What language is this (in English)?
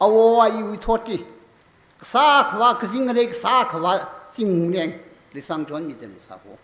Tangkhul Naga (India)